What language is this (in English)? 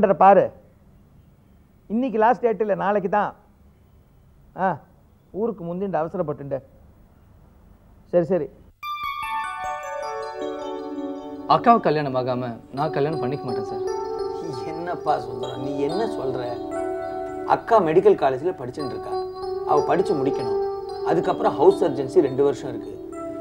Tamil